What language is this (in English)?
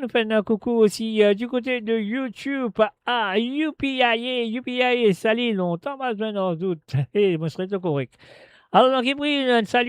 Morisyen